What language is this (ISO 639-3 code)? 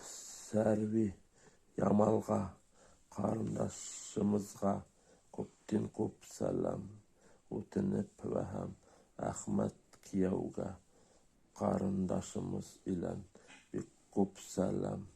bak